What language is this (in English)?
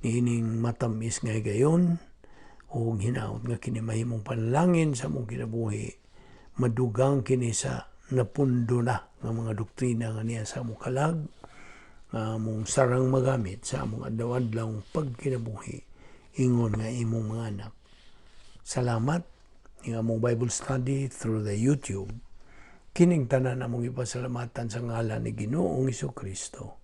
Cebuano